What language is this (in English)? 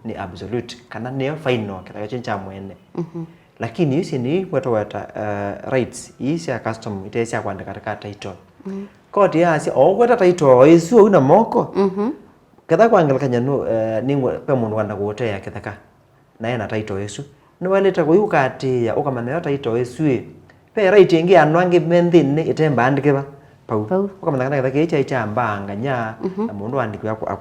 Kamba